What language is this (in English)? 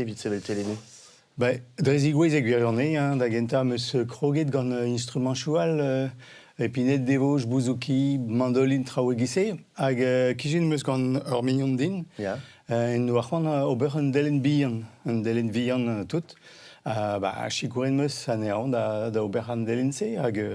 Breton